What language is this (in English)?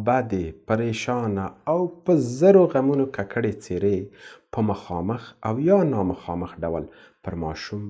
Pashto